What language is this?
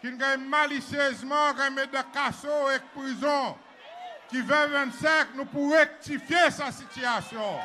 Seselwa Creole French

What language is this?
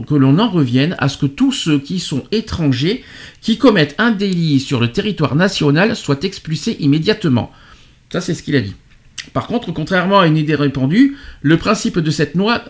French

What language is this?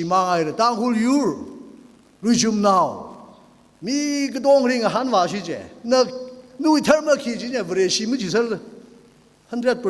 Tangkhul Naga (India)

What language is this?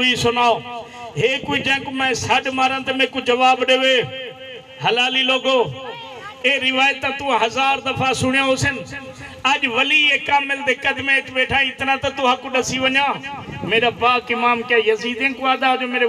Saraiki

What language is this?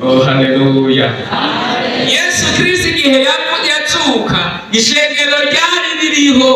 Rundi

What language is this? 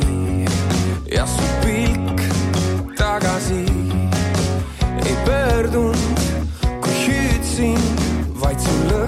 Estonian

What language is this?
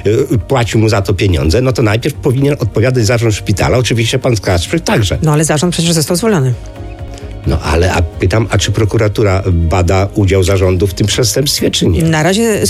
Polish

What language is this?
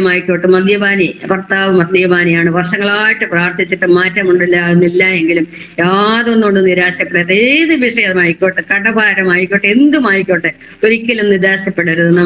Malayalam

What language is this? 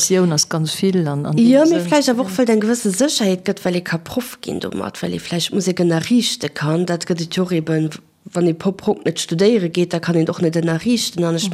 Luxembourgish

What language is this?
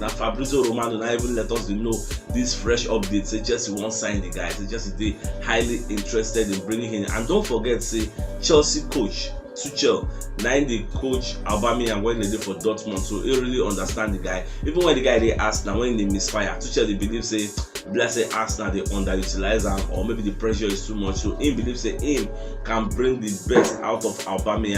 Nigerian Pidgin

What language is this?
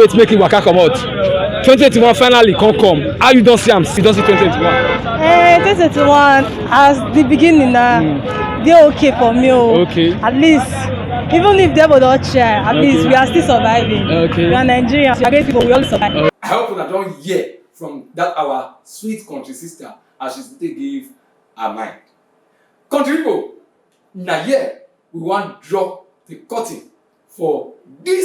Nigerian Pidgin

